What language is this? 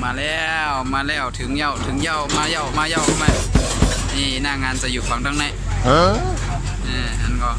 Shan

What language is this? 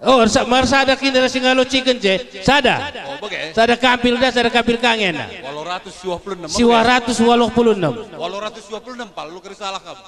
Batak Karo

